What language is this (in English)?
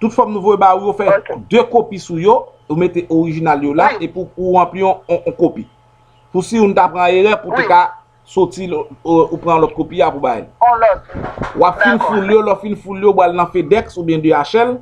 Haitian Creole